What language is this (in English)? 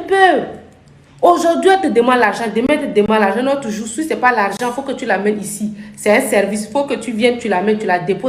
Lingala